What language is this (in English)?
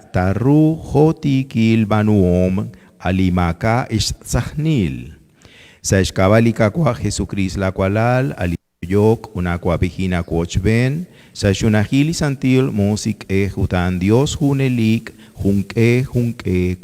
Kekchí